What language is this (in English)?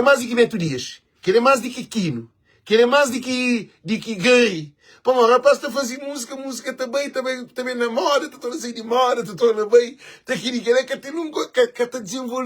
Kabuverdianu